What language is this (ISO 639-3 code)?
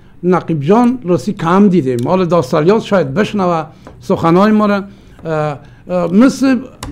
fas